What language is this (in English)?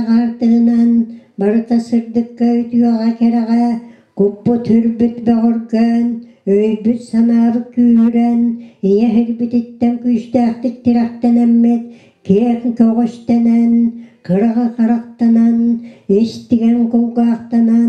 Yakut